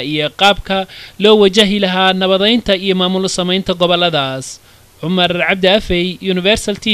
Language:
Somali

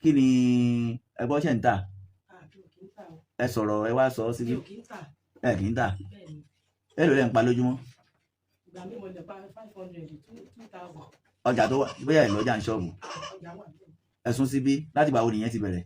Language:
Yoruba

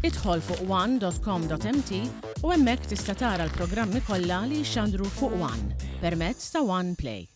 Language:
Maltese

